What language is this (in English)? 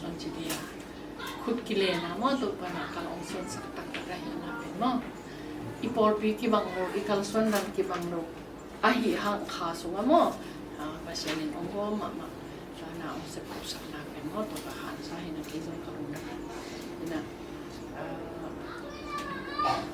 Tedim Chin